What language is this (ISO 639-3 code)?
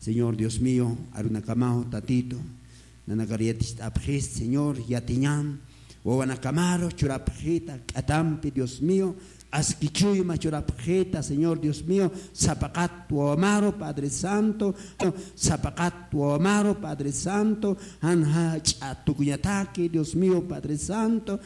aym